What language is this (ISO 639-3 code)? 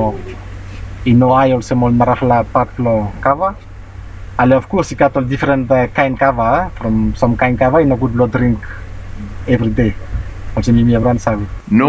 bis